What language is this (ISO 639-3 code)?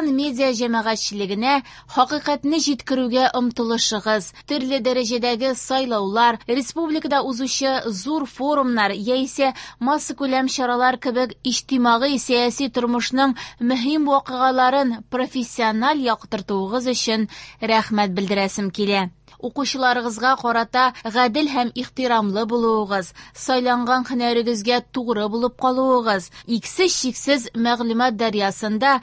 tat